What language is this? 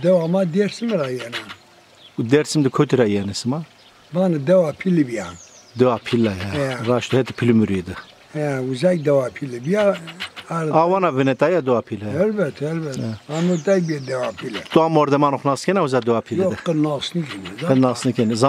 Zaza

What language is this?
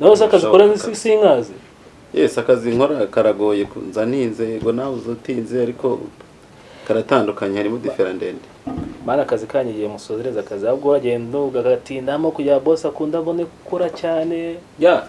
Kinyarwanda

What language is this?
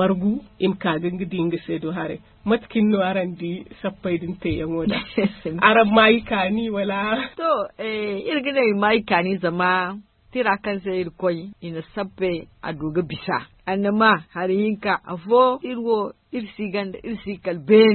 Zarma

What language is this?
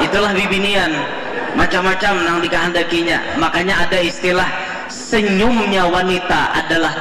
Banjar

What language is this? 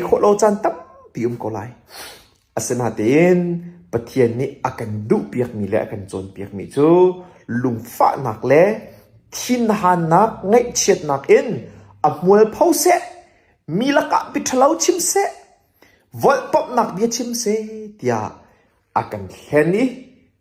Hakha Chin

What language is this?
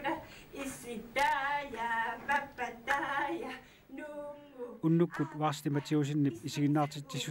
Kalaallisut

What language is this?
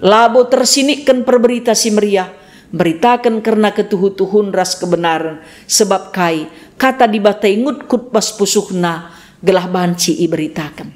Batak Karo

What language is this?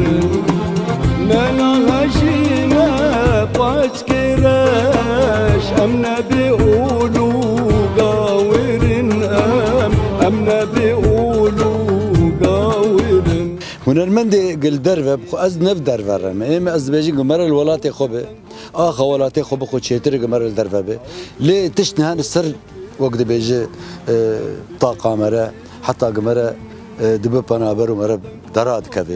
Kurdish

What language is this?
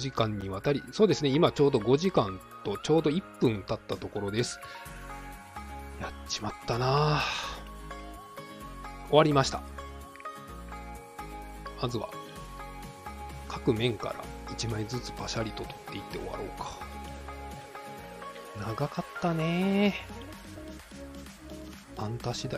Japanese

